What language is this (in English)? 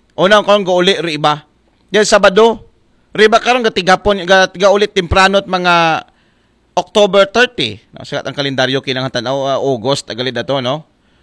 Aklanon